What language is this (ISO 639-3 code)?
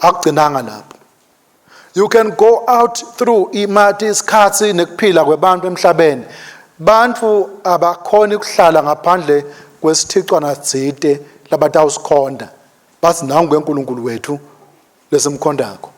ssw